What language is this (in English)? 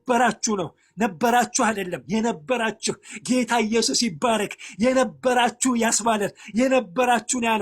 Amharic